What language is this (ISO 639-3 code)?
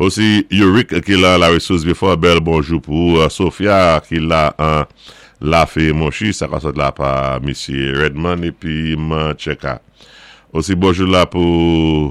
acf